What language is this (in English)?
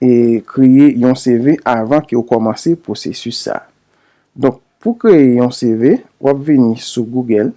Haitian Creole